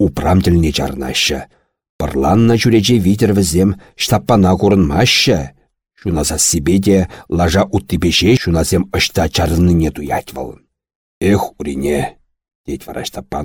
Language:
Chuvash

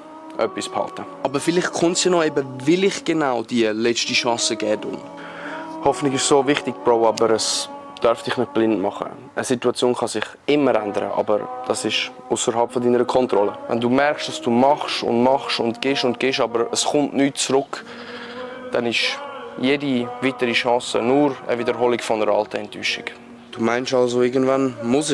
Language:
Swiss German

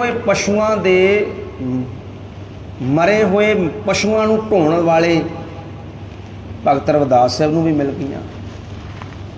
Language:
Punjabi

